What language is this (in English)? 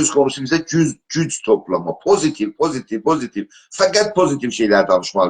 South Azerbaijani